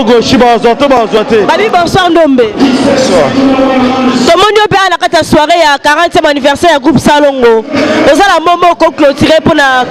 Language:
Lingala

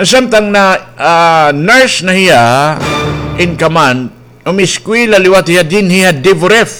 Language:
Waray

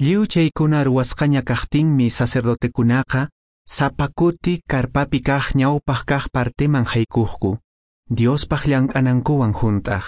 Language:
Quechua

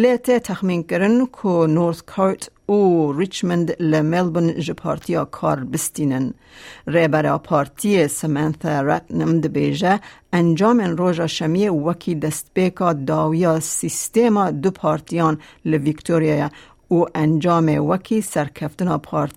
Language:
Kurdish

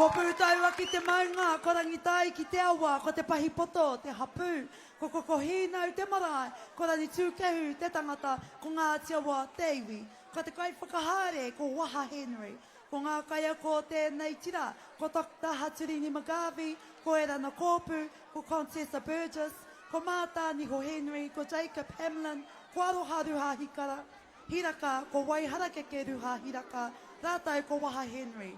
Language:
Māori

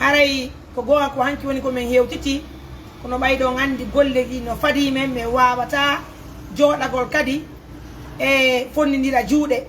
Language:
Fula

